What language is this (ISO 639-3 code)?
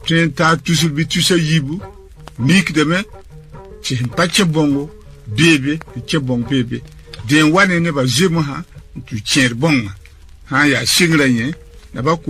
mos